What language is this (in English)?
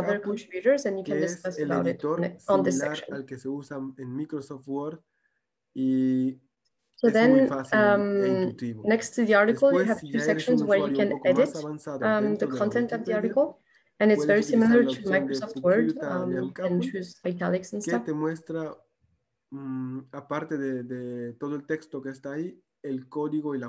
Quechua